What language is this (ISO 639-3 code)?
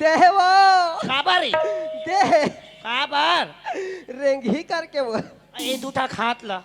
hne